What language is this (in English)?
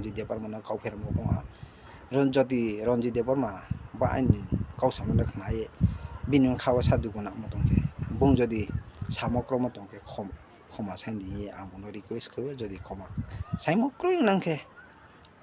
Riang (India)